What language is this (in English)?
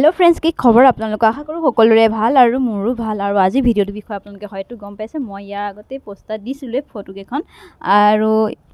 Assamese